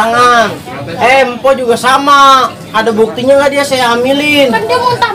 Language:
Betawi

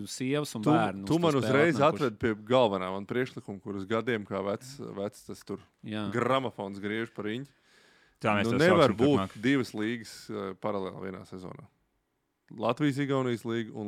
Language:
Latvian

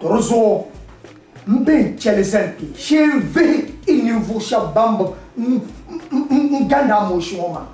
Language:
Dagbani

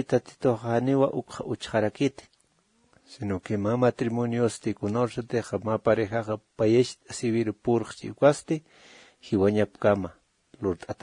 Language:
Aymara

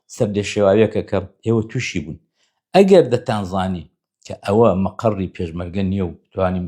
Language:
Central Kurdish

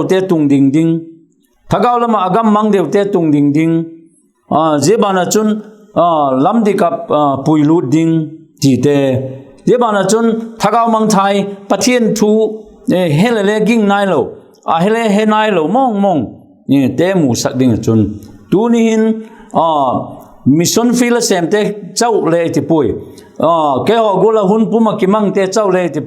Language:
Vaiphei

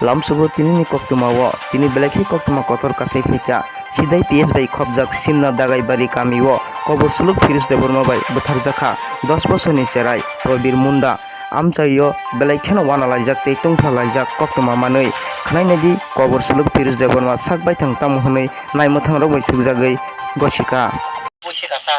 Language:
Kok Borok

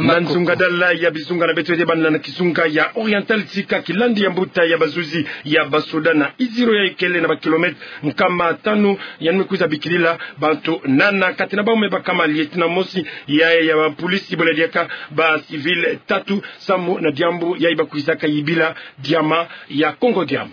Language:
Kituba (Democratic Republic of Congo)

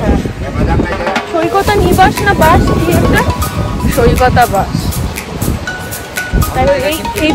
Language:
Bangla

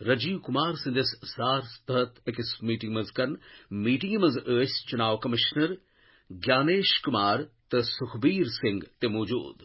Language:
Kashmiri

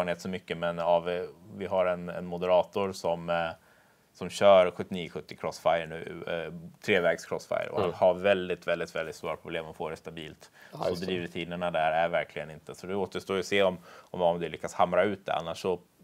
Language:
Swedish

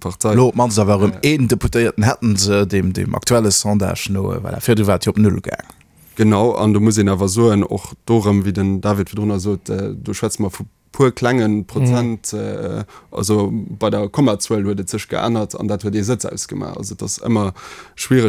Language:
Luxembourgish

